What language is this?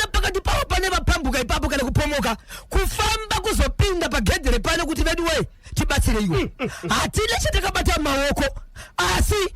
Shona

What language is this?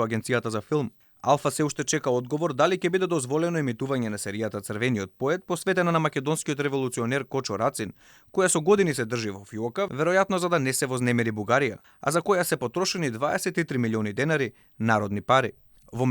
Macedonian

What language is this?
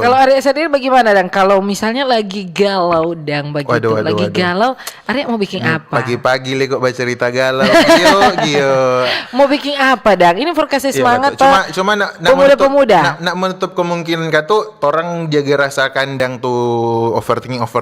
Manado Malay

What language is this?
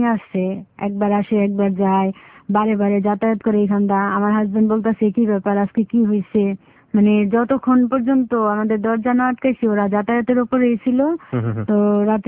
Bangla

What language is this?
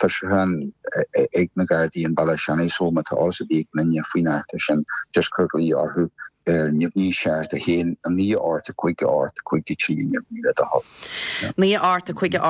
Irish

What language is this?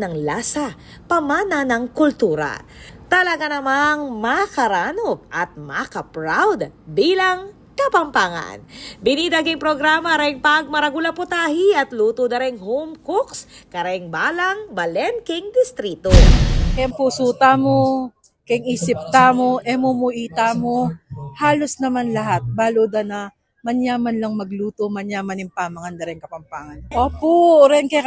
Pampanga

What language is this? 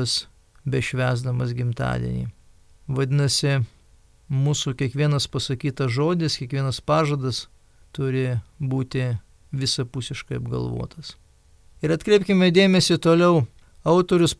Lithuanian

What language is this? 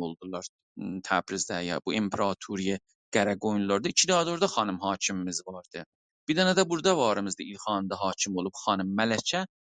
South Azerbaijani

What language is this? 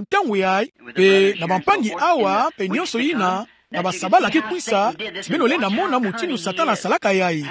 Kituba (Democratic Republic of Congo)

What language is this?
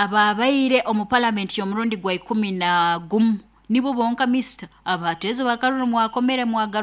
Nyoro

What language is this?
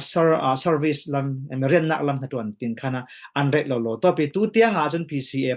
Falam Chin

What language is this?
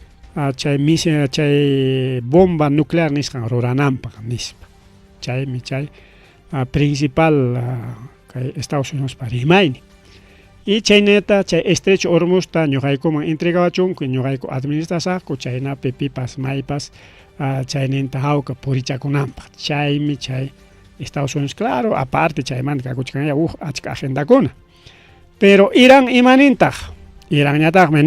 Ayacucho Quechua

